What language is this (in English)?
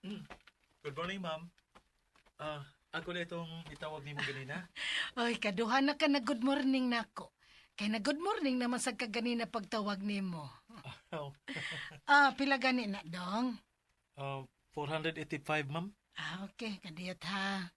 Cebuano